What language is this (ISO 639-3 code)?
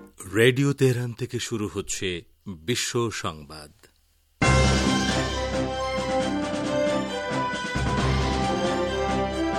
ben